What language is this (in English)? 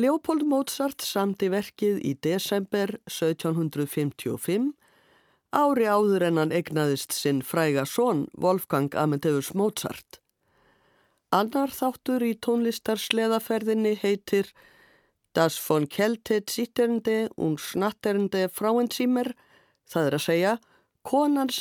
Icelandic